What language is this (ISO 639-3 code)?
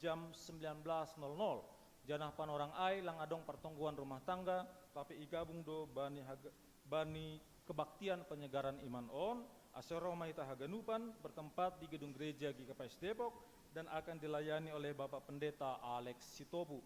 bts